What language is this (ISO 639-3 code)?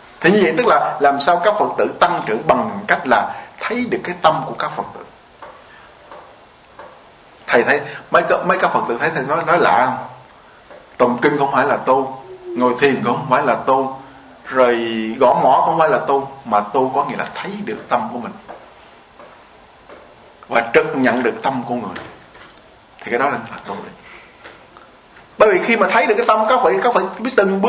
vie